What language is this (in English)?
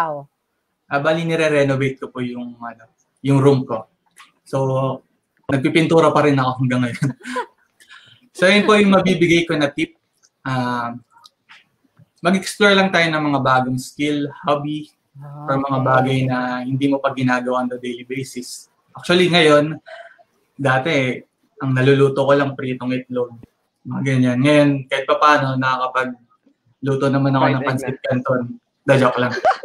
Filipino